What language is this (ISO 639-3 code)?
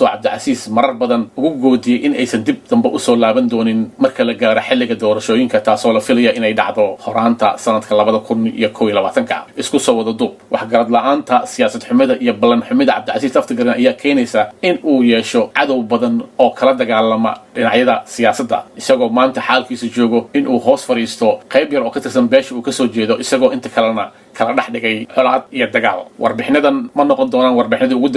som